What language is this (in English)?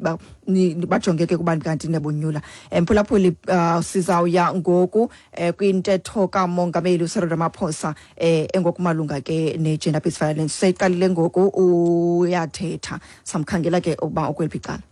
Xhosa